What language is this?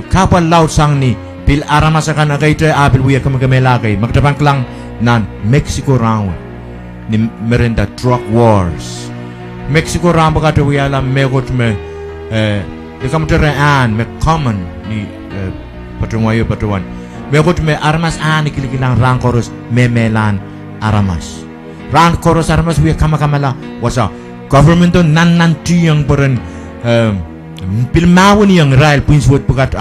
Pohnpeian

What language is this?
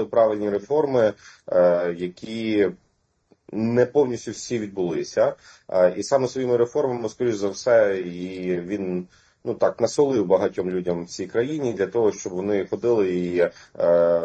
Ukrainian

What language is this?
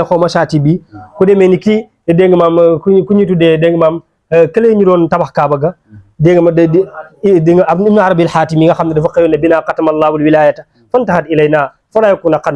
Wolof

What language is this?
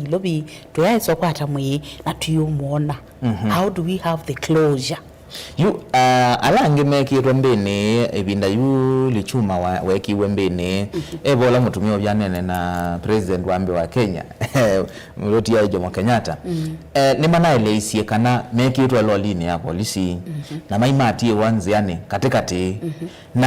Kamba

